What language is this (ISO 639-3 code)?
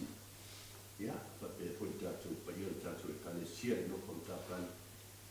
smo